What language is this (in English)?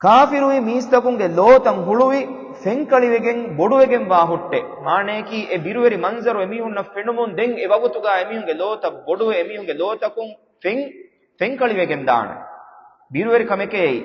Divehi